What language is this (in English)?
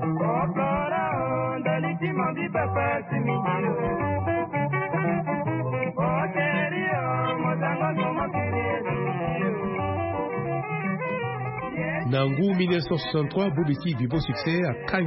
Sango